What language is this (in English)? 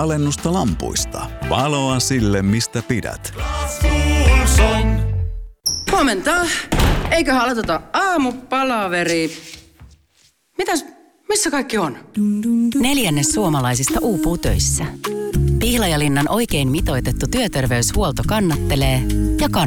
Finnish